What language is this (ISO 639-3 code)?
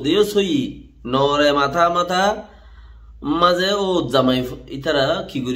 rhg